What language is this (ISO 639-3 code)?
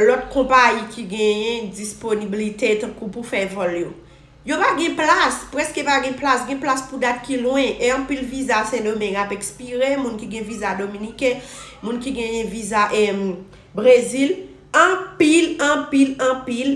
hat